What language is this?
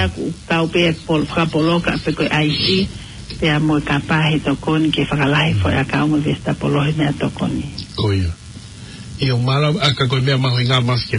Tongan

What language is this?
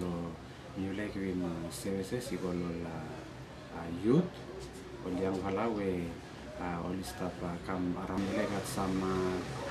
Bislama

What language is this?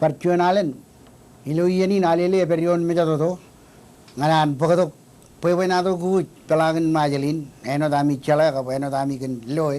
Marshallese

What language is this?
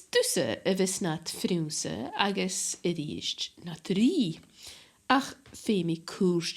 Scottish Gaelic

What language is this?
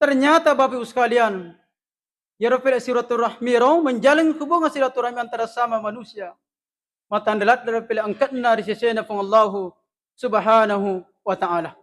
Buginese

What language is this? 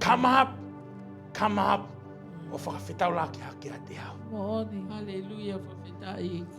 Tongan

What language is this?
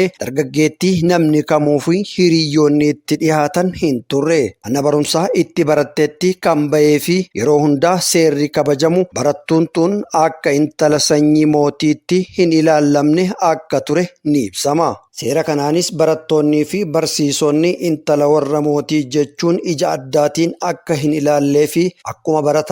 Oromo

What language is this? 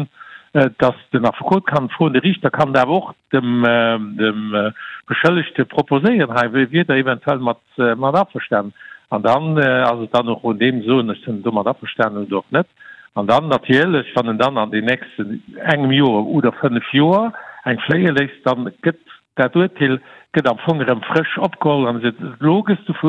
Luxembourgish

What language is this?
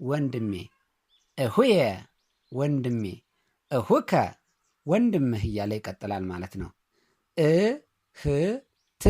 Amharic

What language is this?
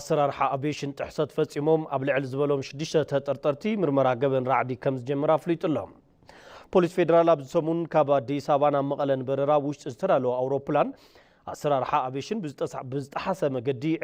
Tigrinya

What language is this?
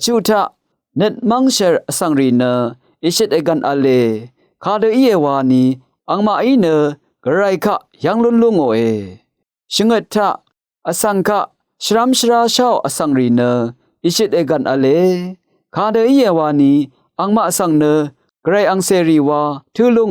Rawang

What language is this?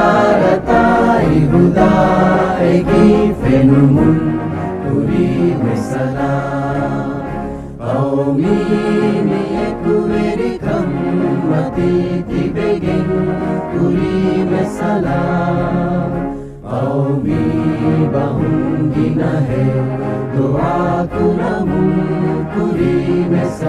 Divehi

